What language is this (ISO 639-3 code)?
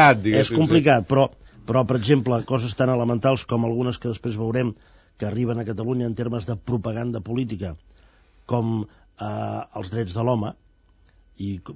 cat